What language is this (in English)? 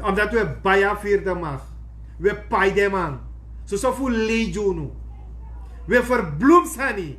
Sranan Tongo